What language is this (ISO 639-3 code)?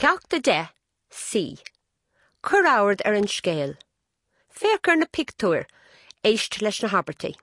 gle